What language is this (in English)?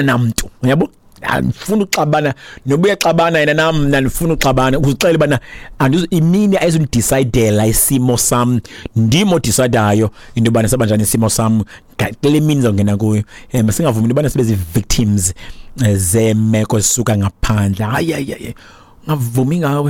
Xhosa